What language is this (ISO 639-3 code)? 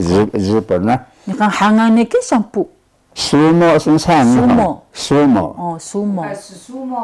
trv